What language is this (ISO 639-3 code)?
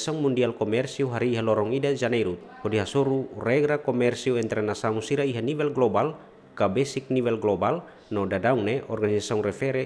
tet